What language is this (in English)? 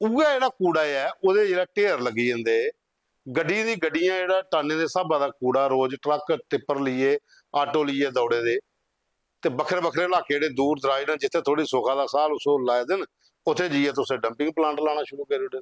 Dogri